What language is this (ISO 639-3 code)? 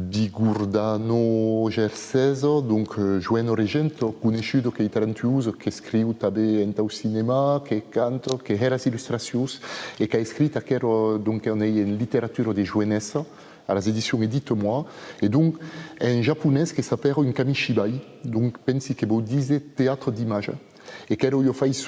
oci